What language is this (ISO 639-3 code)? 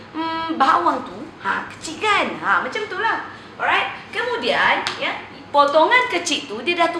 msa